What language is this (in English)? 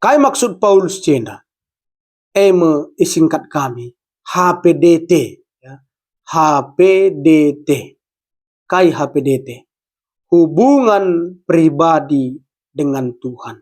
Batak Karo